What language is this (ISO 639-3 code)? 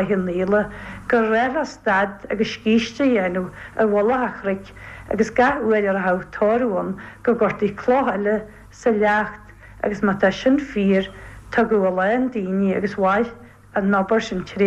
gle